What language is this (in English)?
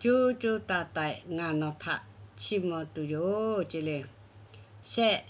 Lahu